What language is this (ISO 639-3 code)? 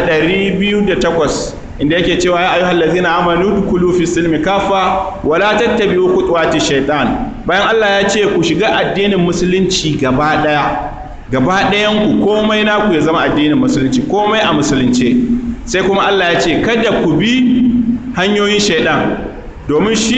hau